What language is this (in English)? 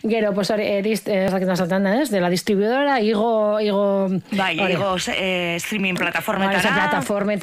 Basque